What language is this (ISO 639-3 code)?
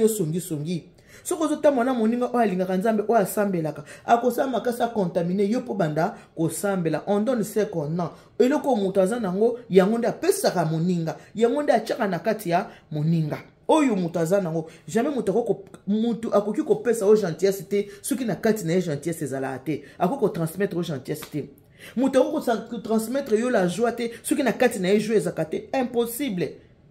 lin